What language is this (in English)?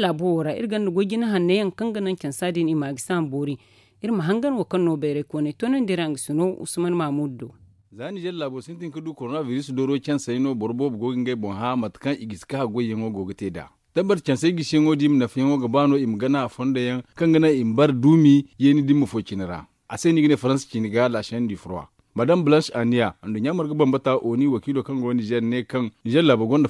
Zarma